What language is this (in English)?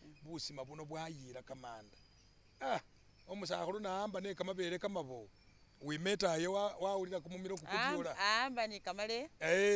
Masaaba